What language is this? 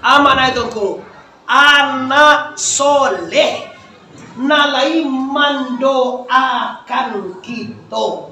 Minangkabau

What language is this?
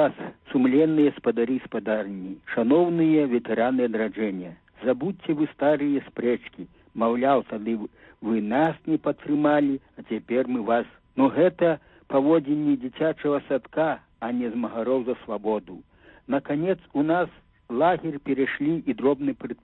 Belarusian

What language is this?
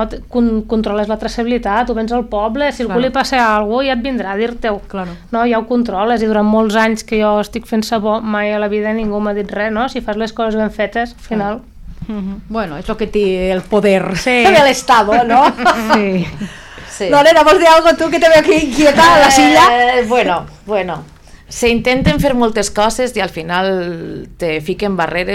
Catalan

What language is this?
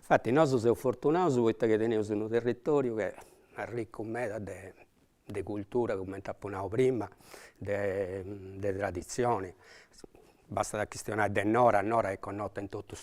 Sardinian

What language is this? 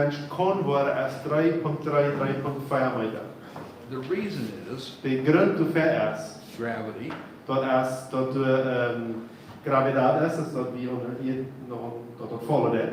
Plautdietsch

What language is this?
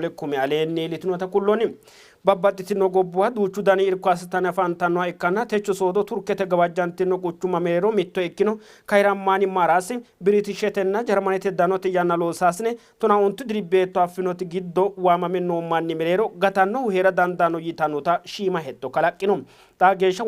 Sidamo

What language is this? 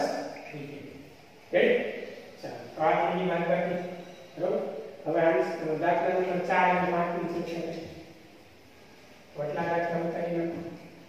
Gujarati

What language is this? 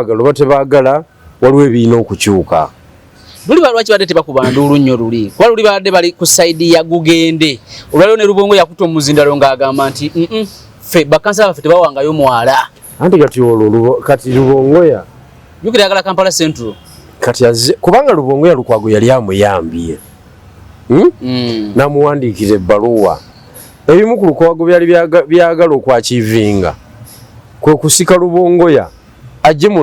Ganda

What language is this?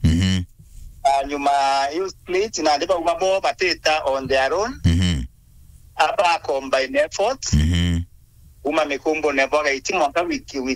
Meru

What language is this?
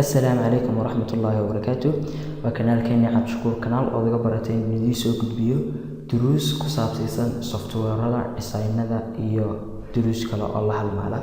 Somali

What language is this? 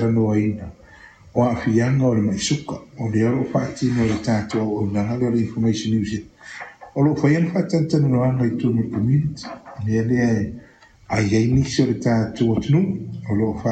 Samoan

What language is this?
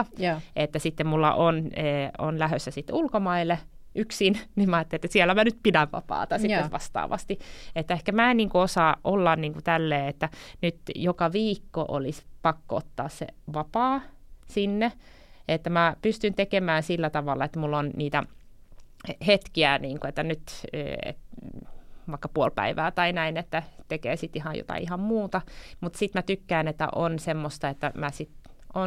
Finnish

